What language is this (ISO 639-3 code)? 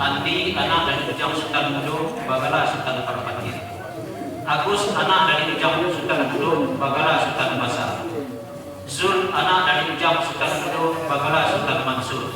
min